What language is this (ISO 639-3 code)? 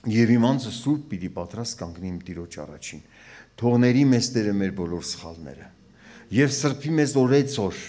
hye